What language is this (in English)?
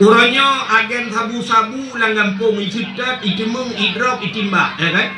Achinese